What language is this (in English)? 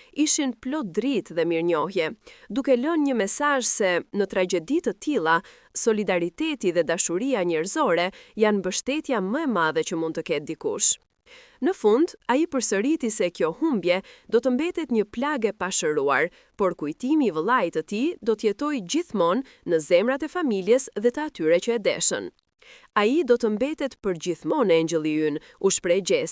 Albanian